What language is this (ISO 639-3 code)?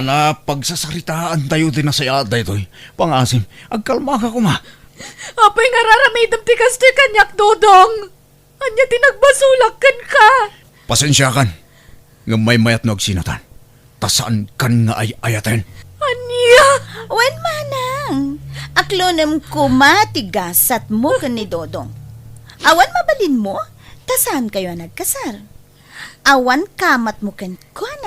ilo